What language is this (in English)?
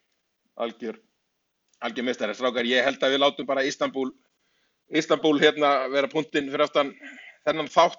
Icelandic